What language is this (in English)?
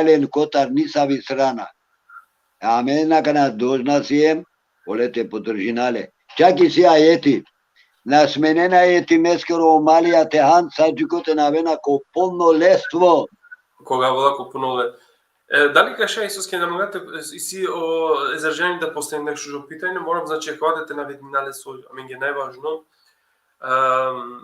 Balkan Romani